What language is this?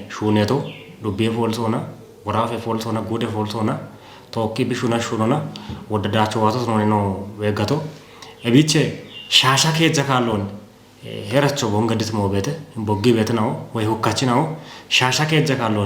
Kafa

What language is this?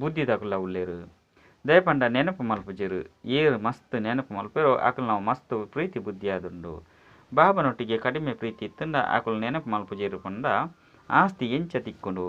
Tulu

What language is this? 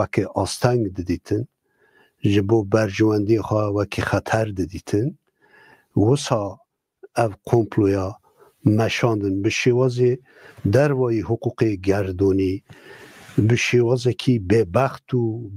Kurdish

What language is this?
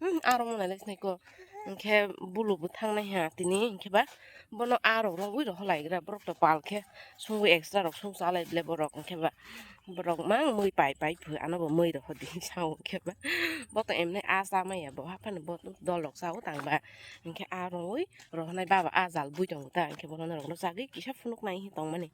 Kok Borok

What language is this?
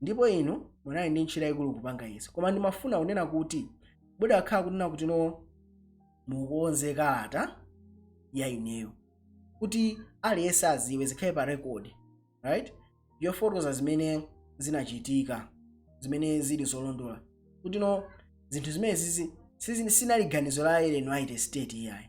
Nyanja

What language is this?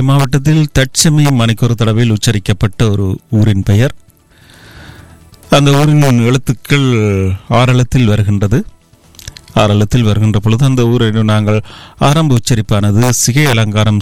Tamil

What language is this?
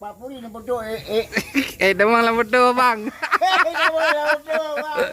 Achinese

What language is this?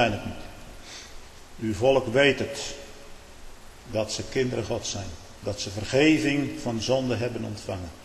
Dutch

